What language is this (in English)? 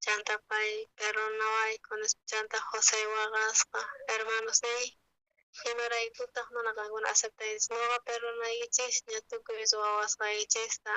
South Bolivian Quechua